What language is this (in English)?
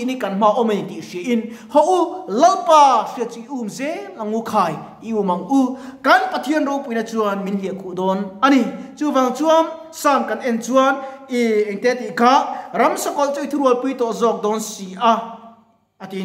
Mizo